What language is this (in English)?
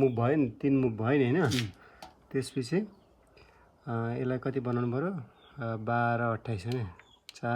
Nepali